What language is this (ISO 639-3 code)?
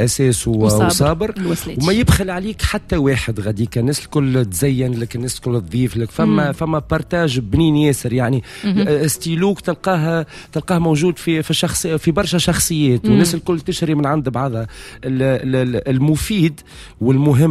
aeb